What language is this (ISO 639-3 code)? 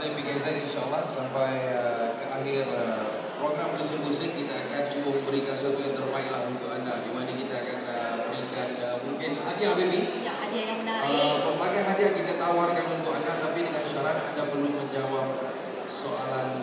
msa